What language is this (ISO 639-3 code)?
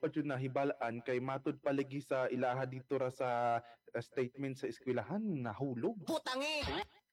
ceb